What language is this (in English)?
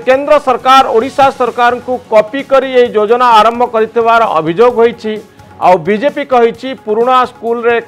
Odia